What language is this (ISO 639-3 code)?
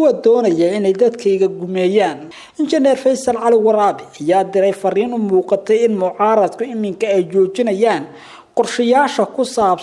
som